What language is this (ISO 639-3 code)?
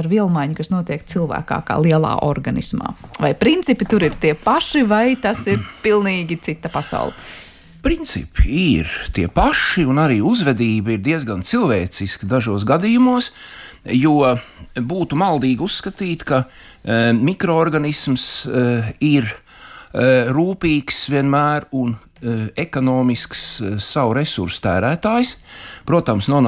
lav